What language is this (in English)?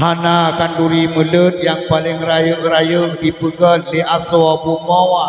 Achinese